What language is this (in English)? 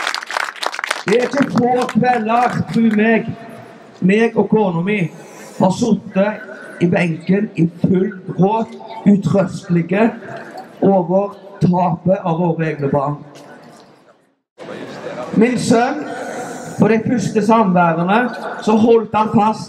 Norwegian